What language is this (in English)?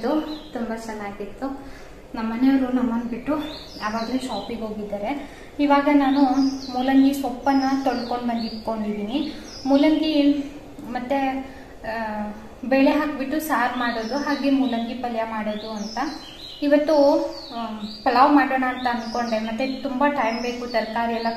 Kannada